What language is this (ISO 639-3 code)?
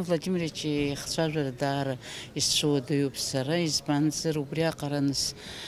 abk